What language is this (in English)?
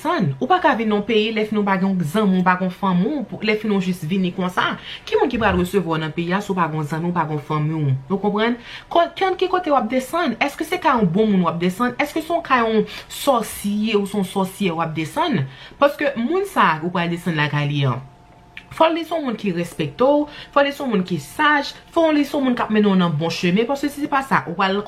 Haitian Creole